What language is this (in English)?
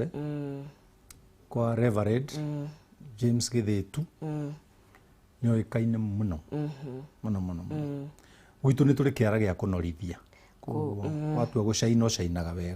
Kikuyu